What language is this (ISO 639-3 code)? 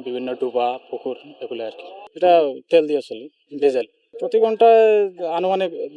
syl